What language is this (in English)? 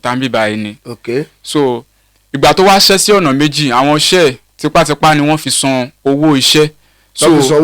Yoruba